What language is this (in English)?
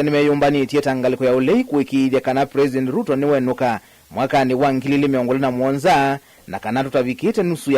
Kamba